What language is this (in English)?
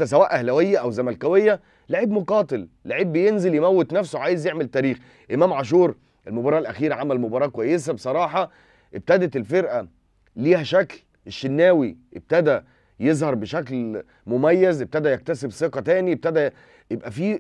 Egyptian Arabic